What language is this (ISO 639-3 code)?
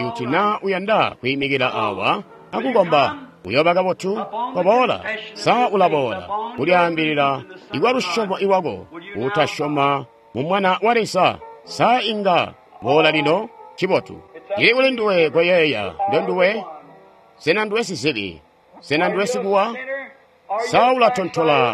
toi